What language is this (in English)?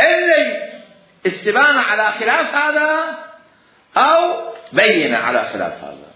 Mesopotamian Arabic